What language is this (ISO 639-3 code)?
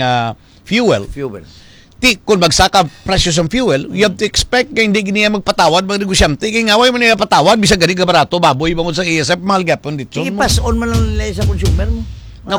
hil